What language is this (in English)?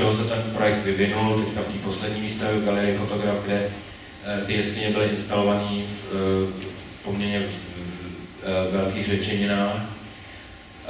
Czech